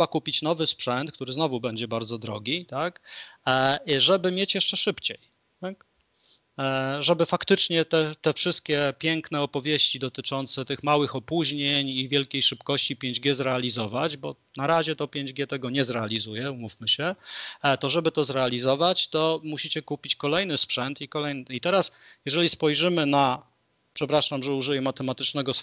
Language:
Polish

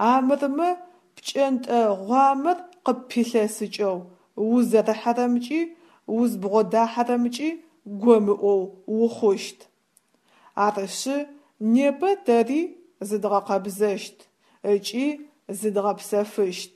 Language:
Adyghe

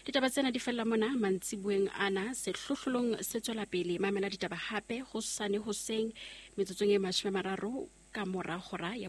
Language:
Southern Sotho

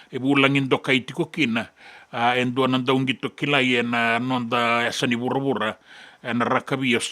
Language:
Fijian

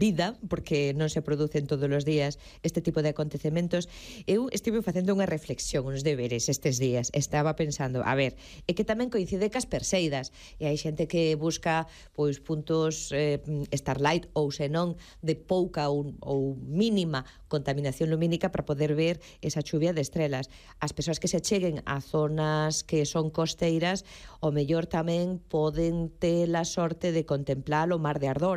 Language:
Galician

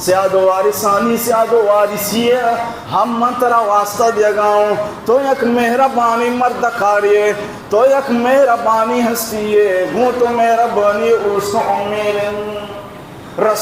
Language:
Baluchi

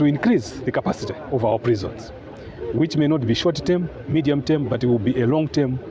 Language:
English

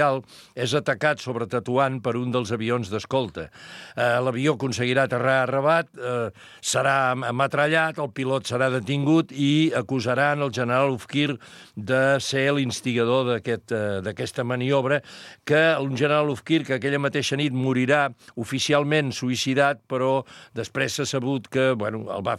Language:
Catalan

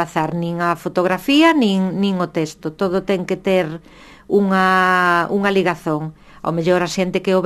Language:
Galician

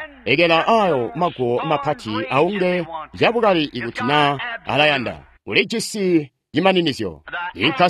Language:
Tonga (Zambia)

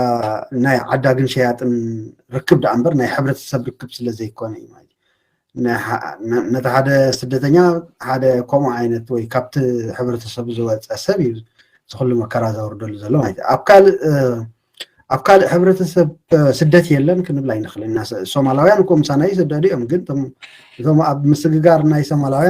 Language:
Tigrinya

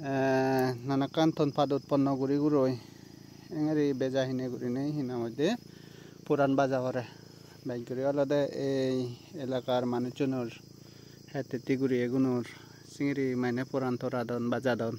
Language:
Chakma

